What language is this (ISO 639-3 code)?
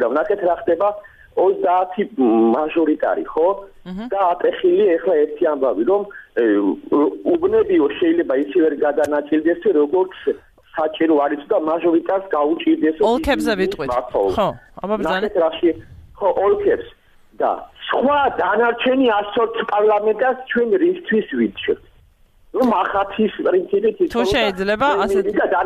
kat